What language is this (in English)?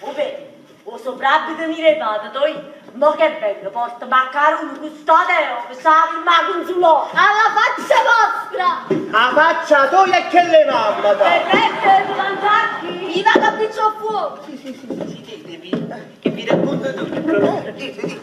Neapolitan